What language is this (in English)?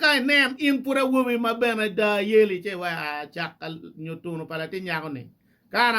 Acoli